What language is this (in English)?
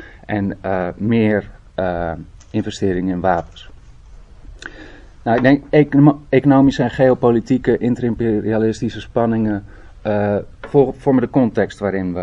Dutch